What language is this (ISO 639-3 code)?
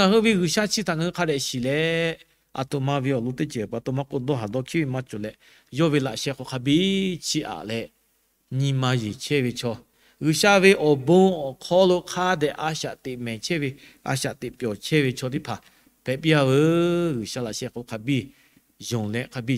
lhu